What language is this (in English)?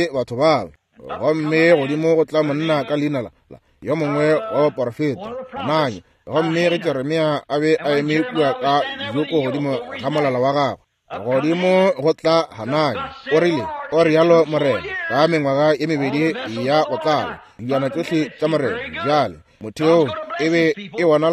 Northern Sotho